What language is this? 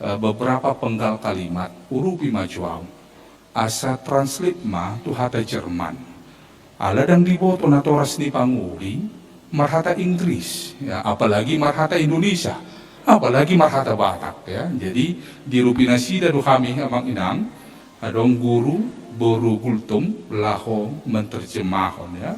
Batak Toba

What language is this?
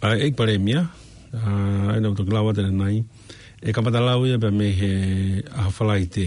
Tongan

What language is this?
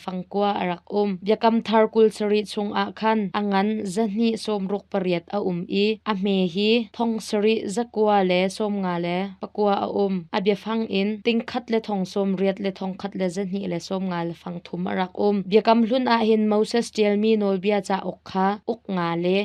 Hakha Chin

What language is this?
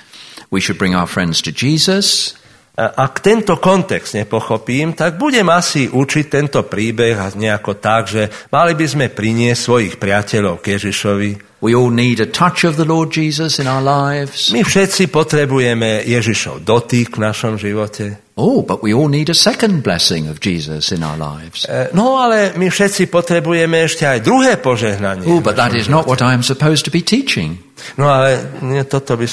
Slovak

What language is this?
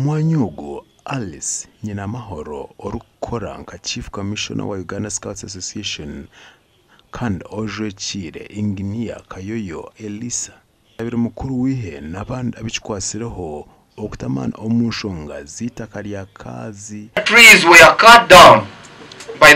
Nyankole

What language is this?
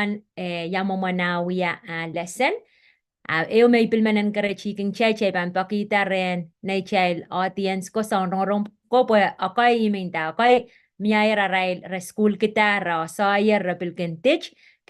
Pohnpeian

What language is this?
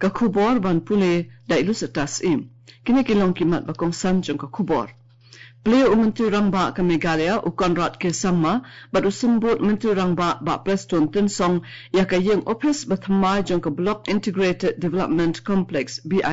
Khasi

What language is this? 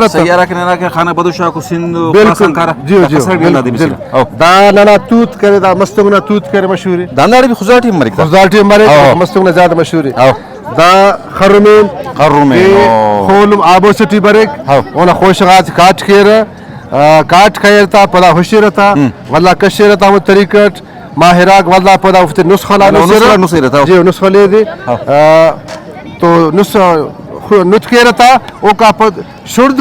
Brahui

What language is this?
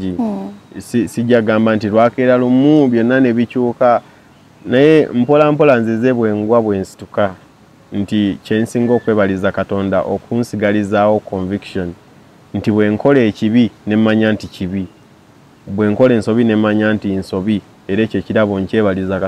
Ganda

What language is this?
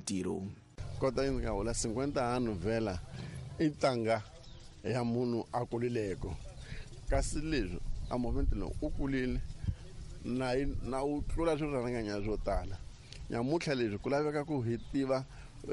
Tsonga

